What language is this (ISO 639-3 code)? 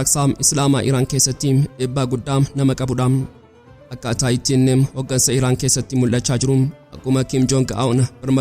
orm